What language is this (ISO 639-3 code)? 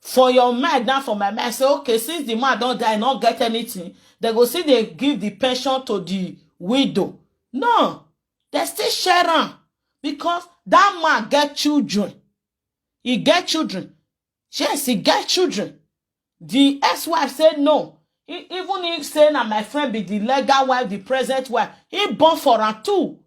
pcm